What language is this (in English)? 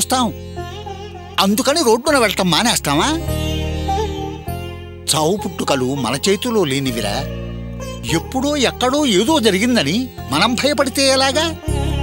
Telugu